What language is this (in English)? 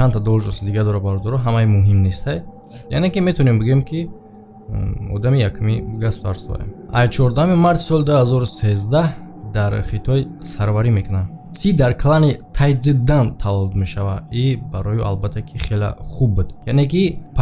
Tajik